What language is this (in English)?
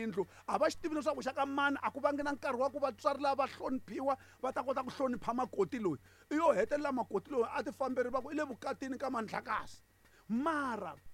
Tsonga